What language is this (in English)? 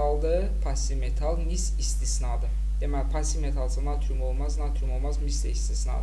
Azerbaijani